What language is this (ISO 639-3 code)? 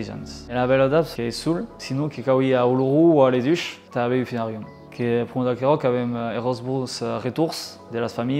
oci